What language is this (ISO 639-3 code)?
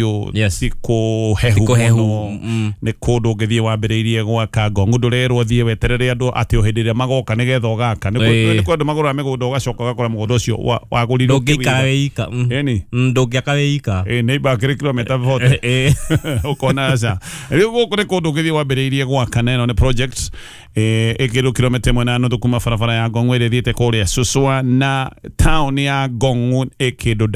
kik